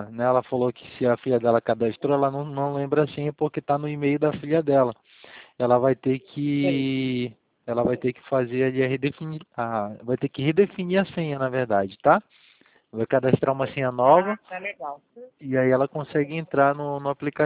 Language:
Portuguese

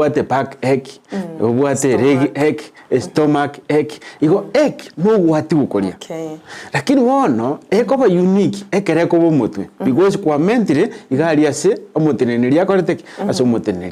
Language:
Gusii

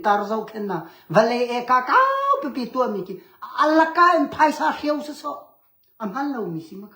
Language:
Hakha Chin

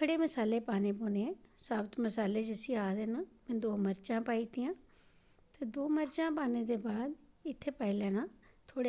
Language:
Dogri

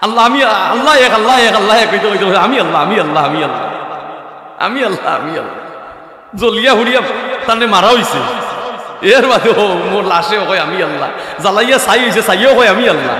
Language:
Sylheti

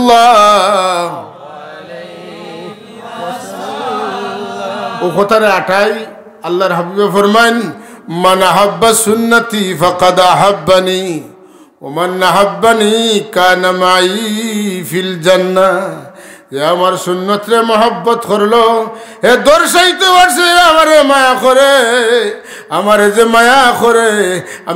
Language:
Sylheti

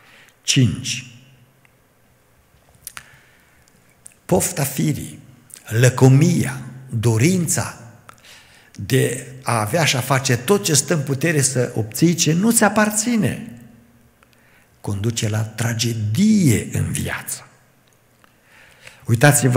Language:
Romanian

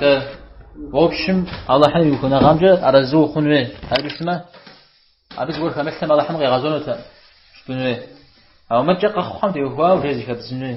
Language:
Kabardian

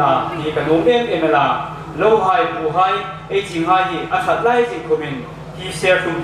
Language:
Hmar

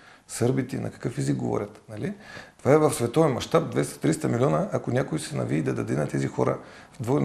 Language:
Bulgarian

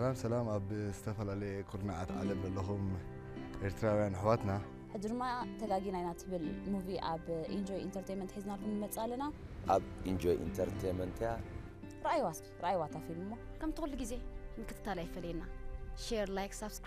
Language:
Tigrinya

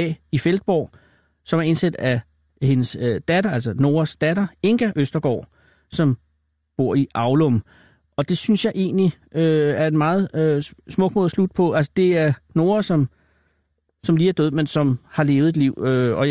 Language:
Danish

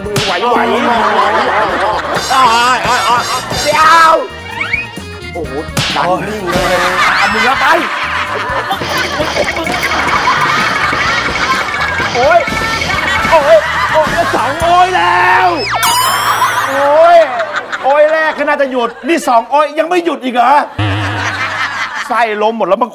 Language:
Thai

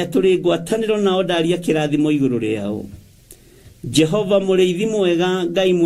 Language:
Kikuyu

